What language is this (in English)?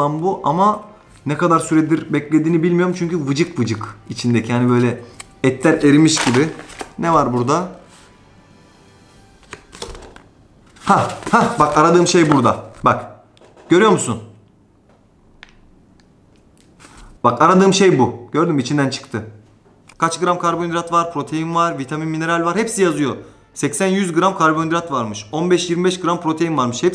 Turkish